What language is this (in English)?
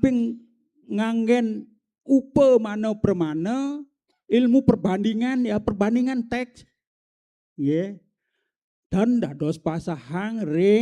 Balinese